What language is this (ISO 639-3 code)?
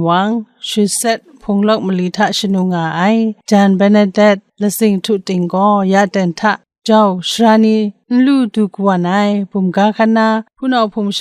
kac